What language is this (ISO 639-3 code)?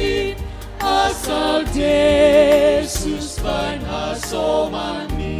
bts